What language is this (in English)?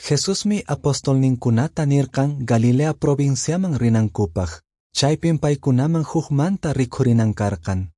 Quechua